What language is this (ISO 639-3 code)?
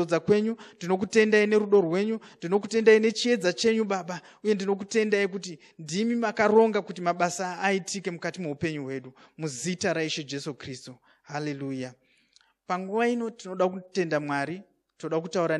sna